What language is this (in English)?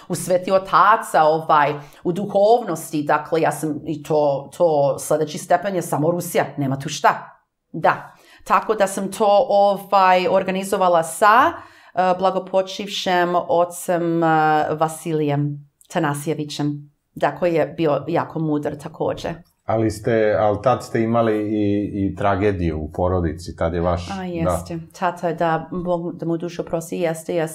Serbian